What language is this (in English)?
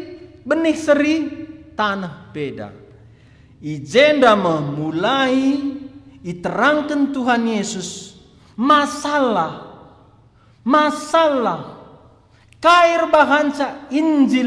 Batak Karo